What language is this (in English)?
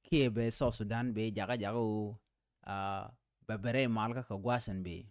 Nuer